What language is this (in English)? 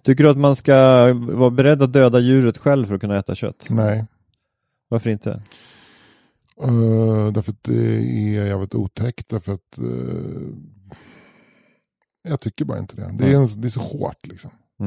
Swedish